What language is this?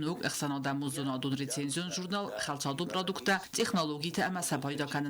Ossetic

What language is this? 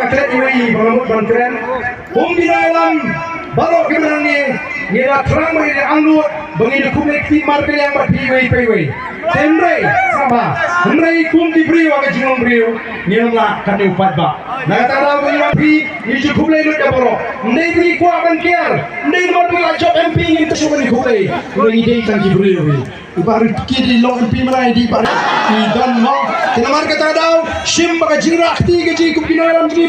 Khasi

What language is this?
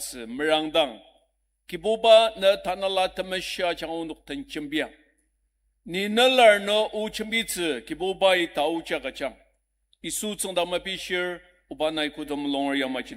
Ao Naga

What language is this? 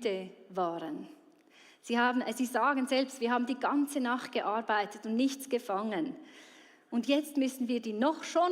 Swiss German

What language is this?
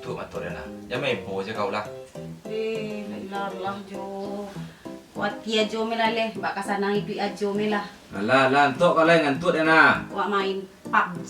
Minangkabau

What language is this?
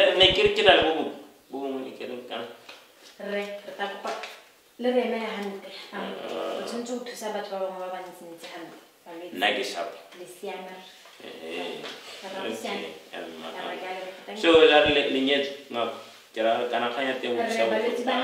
Tswana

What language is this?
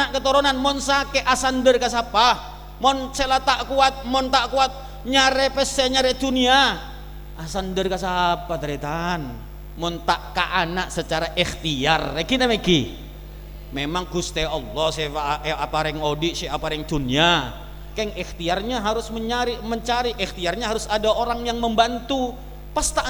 Madurese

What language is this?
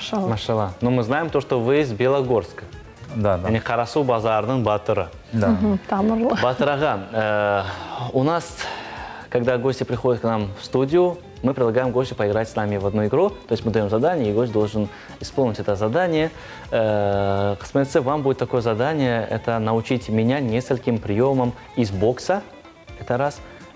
Crimean Tatar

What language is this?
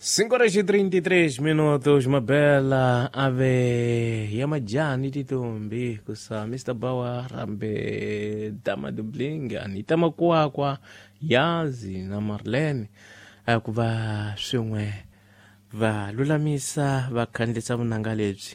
Tsonga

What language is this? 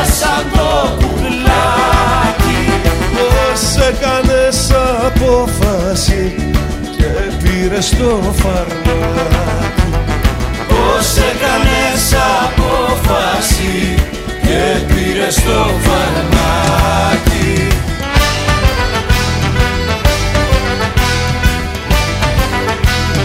Greek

